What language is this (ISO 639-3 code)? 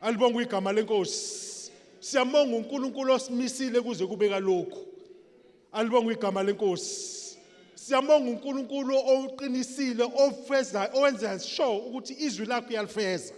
zul